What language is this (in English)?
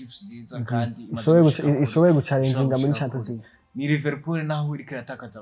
Rundi